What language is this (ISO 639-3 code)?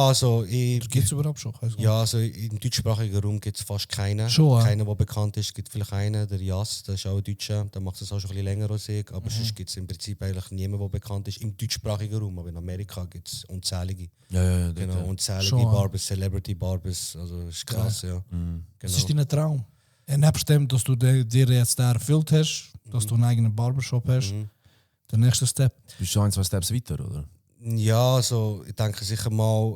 gsw